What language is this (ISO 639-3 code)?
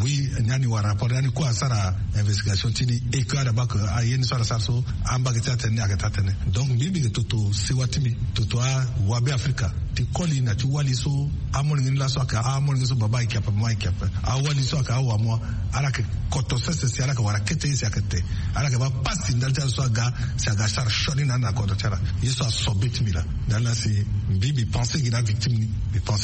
sag